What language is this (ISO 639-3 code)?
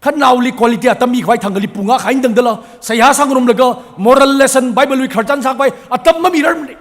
nmf